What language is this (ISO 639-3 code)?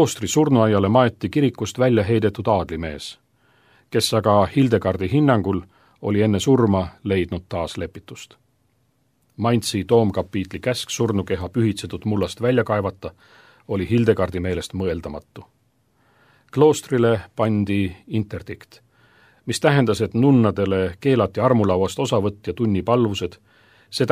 est